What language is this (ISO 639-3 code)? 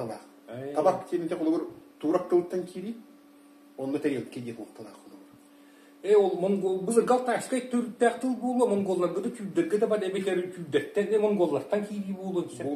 sah